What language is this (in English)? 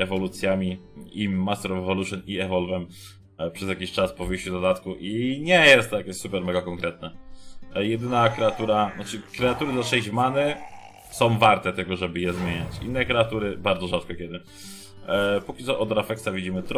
Polish